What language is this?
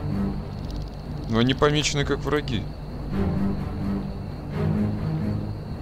Russian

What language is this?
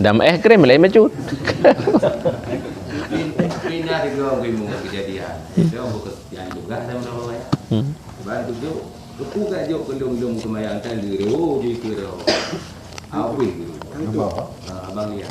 Achinese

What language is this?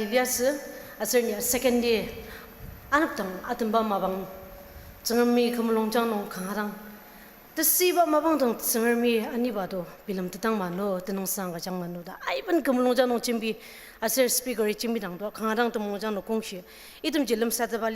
Ao Naga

